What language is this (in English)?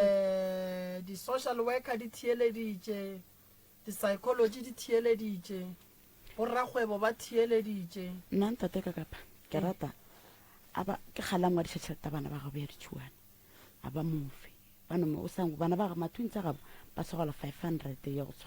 Northern Sotho